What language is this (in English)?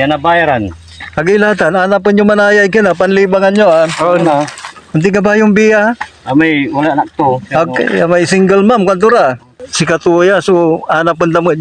Pangasinan